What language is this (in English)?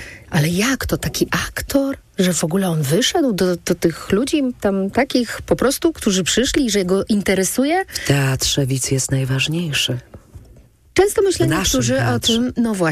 Polish